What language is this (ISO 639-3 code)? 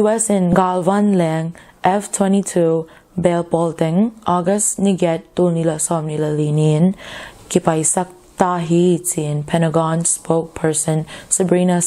ctd